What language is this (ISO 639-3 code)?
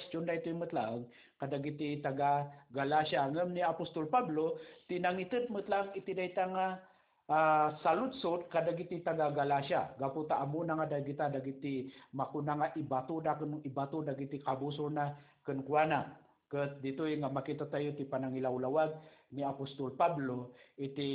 ilo